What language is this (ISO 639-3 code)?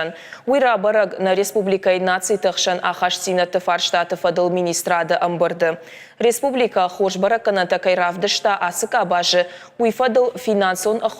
oss